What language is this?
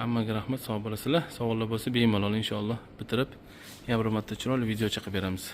Uzbek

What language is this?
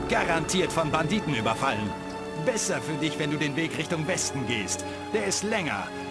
Bavarian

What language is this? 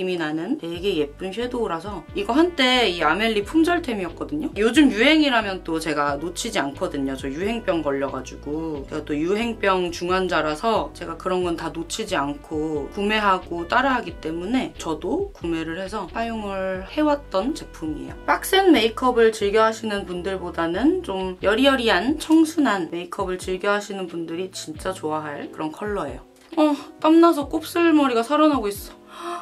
Korean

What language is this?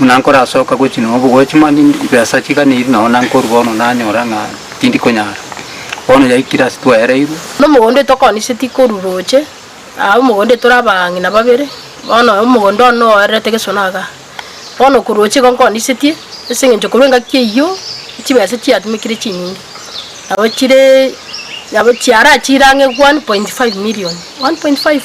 Gusii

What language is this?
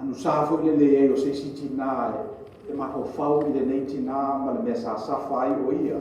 Samoan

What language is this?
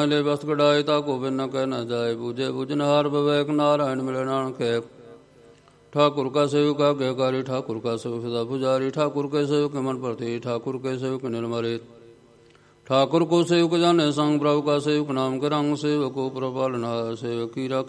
Punjabi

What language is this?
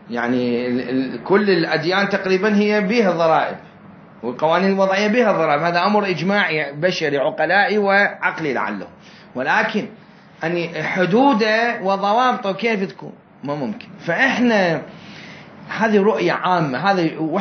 Mesopotamian Arabic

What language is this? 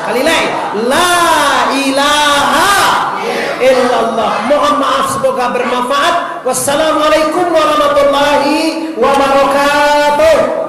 Minangkabau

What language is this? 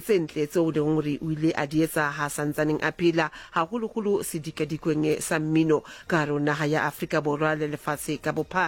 Southern Sotho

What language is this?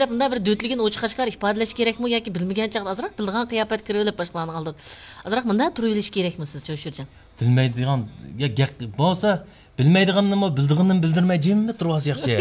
Uyghur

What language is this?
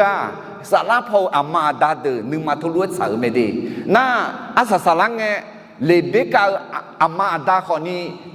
Akha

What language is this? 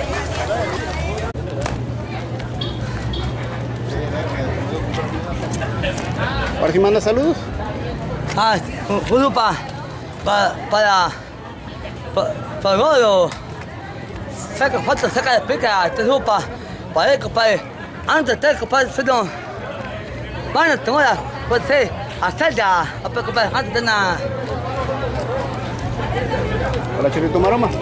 Spanish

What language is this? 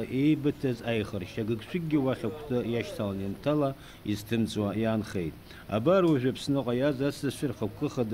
Abkhazian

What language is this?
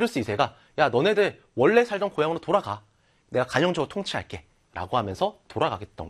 Korean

